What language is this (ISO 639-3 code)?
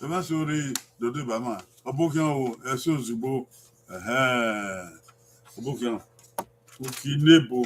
bin